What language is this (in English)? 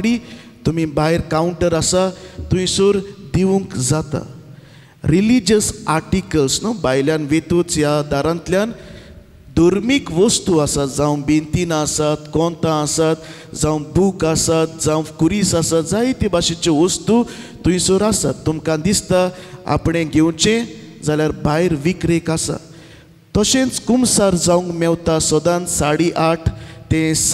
Konkani